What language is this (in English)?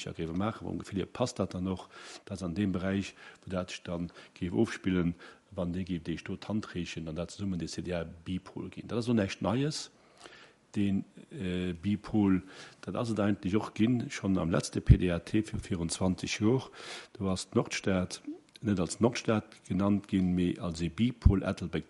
Luxembourgish